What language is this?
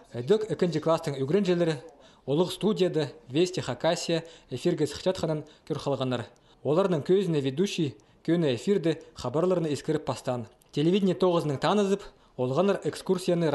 Khakas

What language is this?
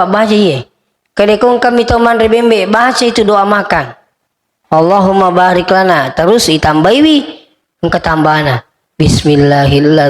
Buginese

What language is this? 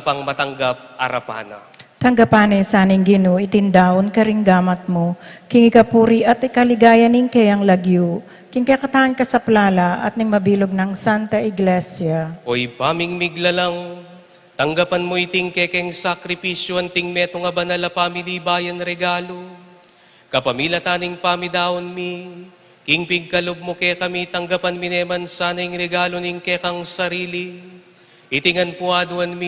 Pampanga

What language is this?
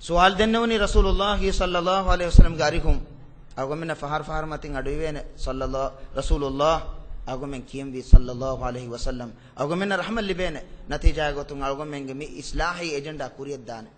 Divehi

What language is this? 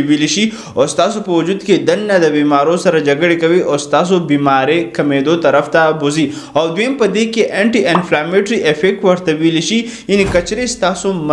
Pashto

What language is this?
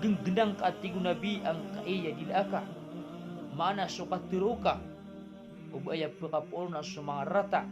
Maranao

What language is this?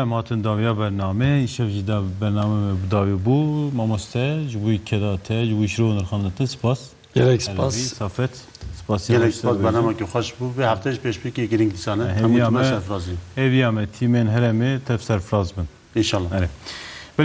Kurdish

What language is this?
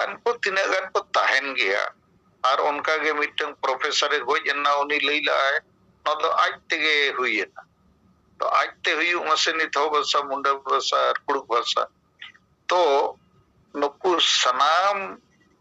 Santali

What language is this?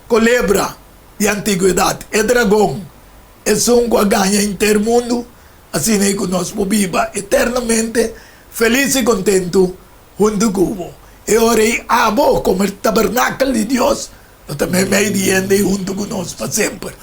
Papiamento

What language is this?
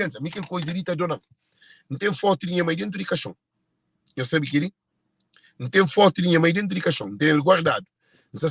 Kabuverdianu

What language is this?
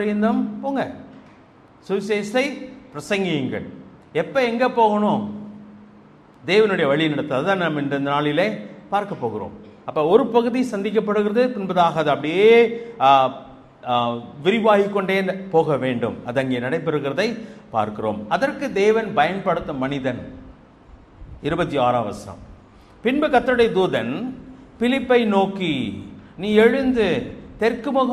Tamil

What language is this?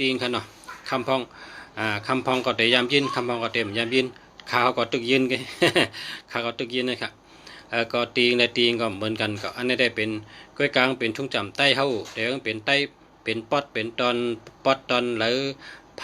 Shan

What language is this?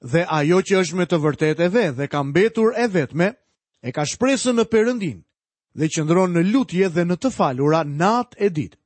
Albanian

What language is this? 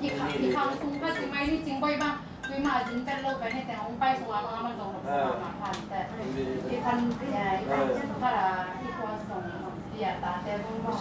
Tedim Chin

